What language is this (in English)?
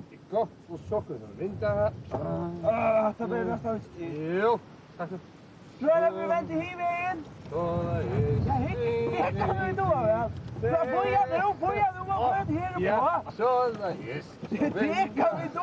Faroese